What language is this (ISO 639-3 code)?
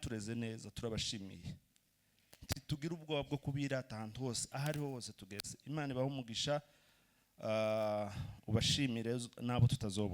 kin